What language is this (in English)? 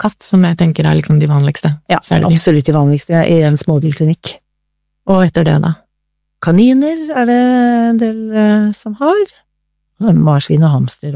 Norwegian